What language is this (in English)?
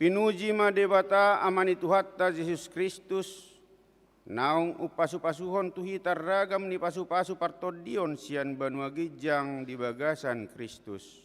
Batak Toba